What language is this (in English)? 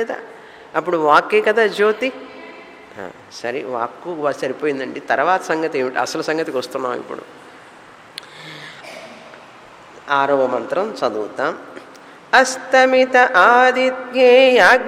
Telugu